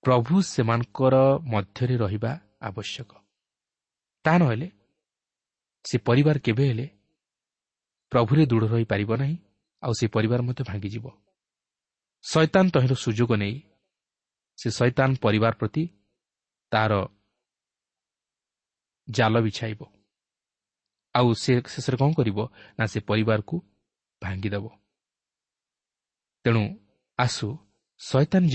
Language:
Odia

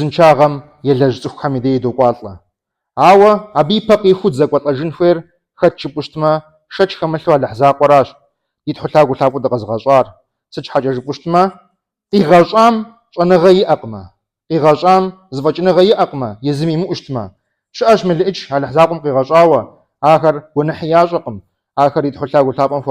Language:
Kabardian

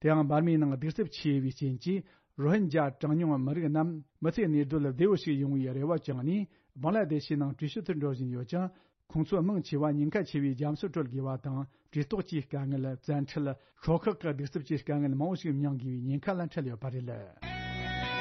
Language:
Tibetan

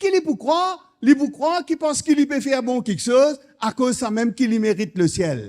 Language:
Morisyen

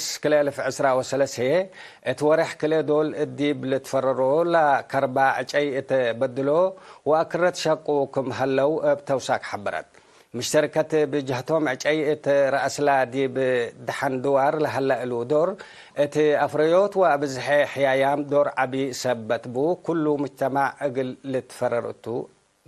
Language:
Tigre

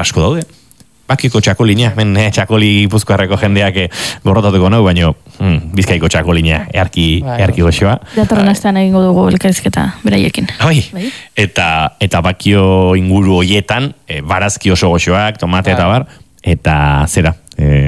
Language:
Basque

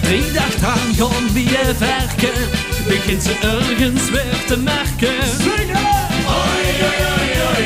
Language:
Limburgish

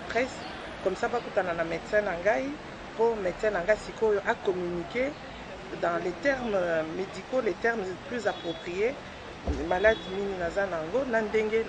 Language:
Lingala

